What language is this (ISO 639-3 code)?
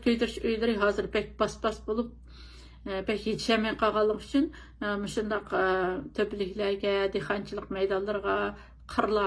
uig